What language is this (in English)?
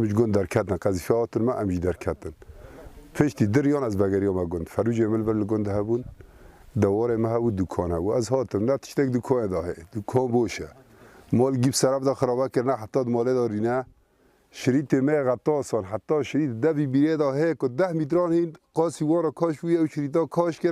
Kurdish